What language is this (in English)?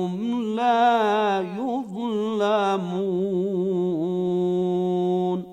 Bosnian